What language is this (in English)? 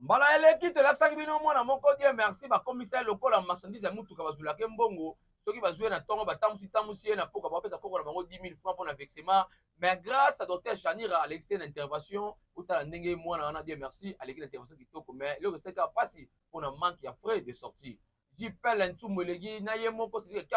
Lingala